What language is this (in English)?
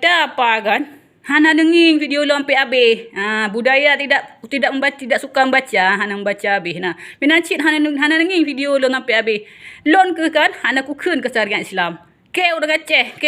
Achinese